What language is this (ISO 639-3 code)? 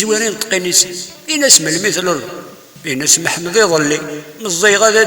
kab